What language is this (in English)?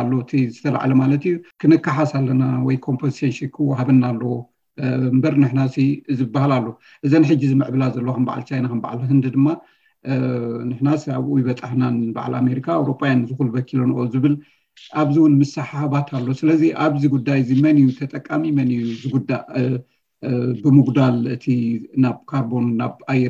Tigrinya